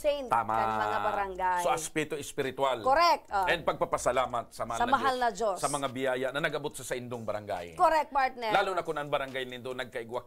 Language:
Bikol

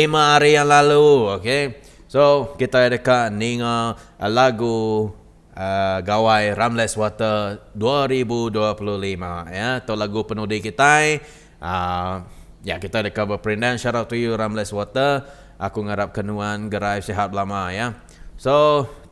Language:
Iban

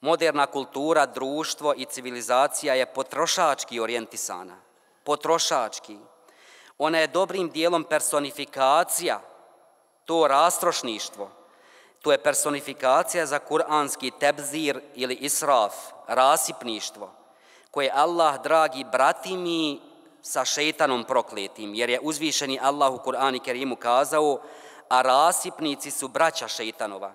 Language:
Bosnian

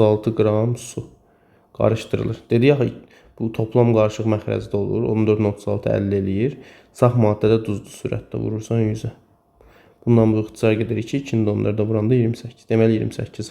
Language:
Azerbaijani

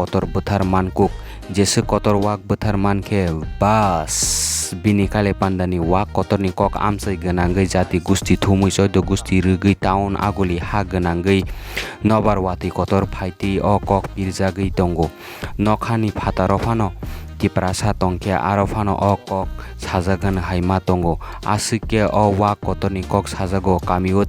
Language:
Kok Borok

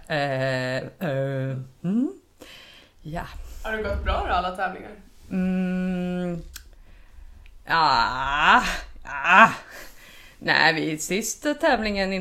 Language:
Swedish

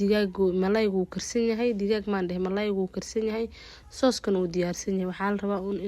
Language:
Somali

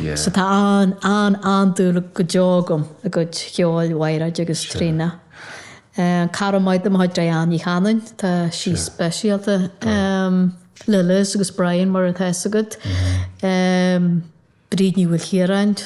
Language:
Irish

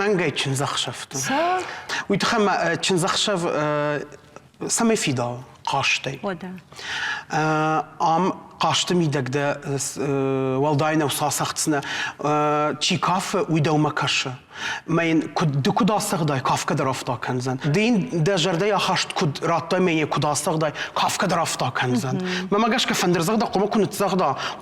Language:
Ossetic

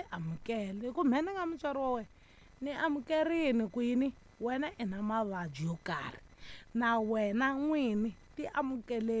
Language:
Tsonga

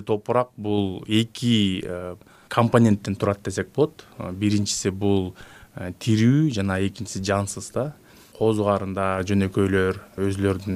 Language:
Kyrgyz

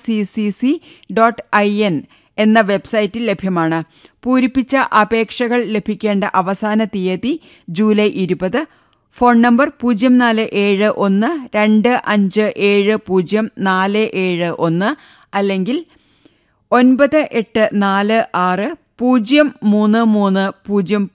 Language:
Malayalam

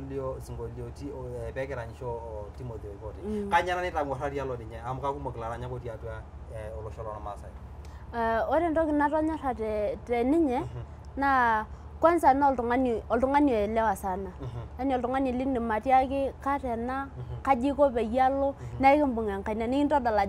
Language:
Masai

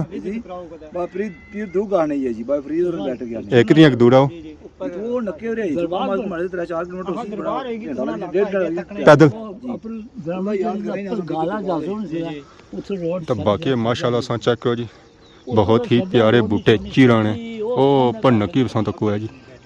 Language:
Pahari-Potwari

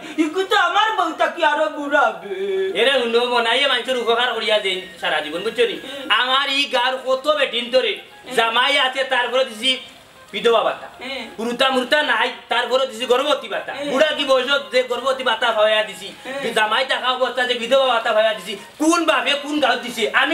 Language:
Sylheti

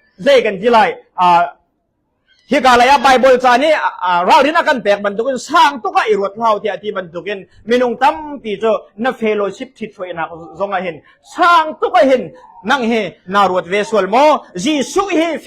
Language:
Hakha Chin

